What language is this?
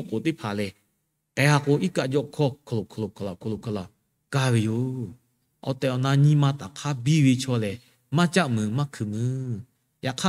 Lahu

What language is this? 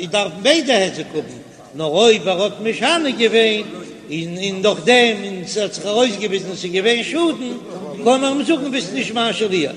Yiddish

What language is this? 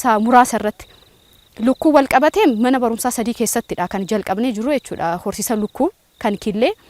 Oromo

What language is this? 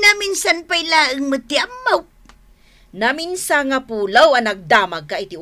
Iloko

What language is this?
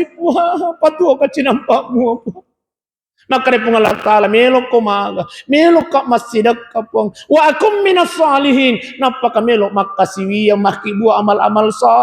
Buginese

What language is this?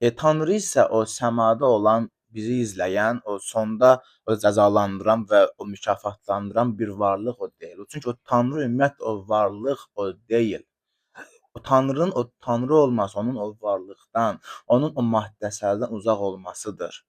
Azerbaijani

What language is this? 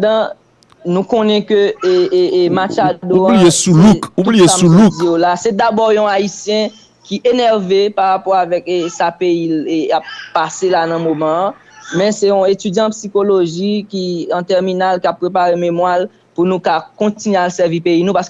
Haitian Creole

